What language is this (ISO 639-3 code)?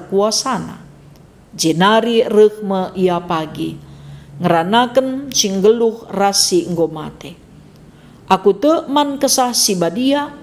btx